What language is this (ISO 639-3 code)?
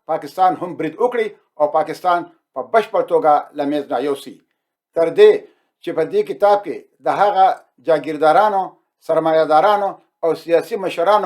pus